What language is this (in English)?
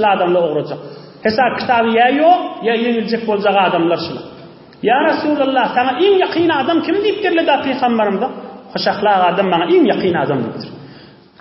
Turkmen